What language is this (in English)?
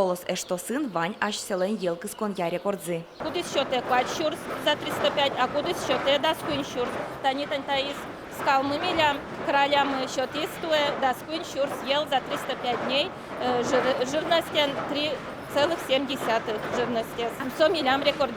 Udmurt